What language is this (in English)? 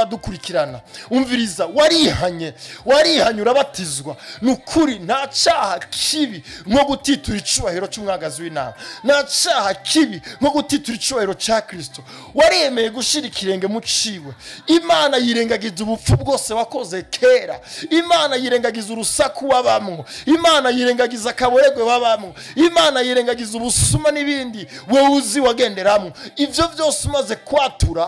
Rundi